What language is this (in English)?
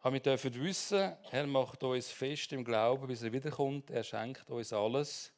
Swiss German